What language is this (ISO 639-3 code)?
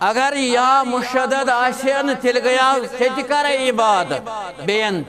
kas